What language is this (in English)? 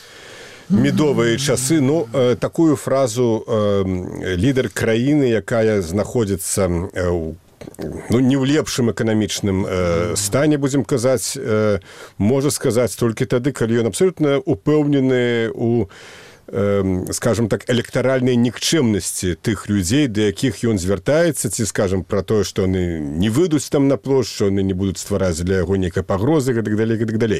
Belarusian